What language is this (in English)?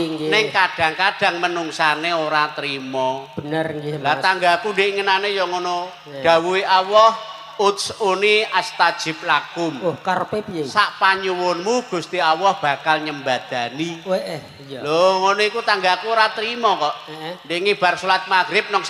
Javanese